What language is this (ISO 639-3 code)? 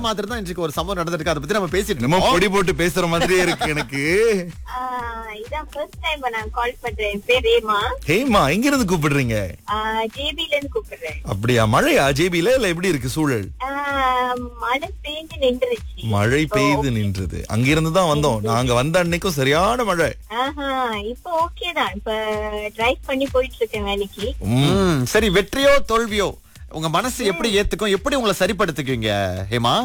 tam